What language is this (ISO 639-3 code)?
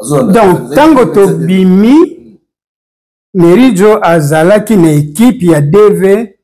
lin